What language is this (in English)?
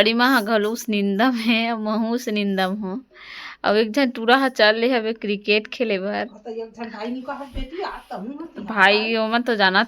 Chhattisgarhi